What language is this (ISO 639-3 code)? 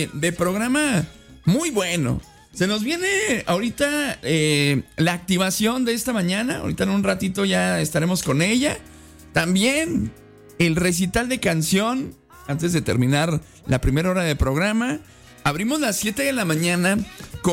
spa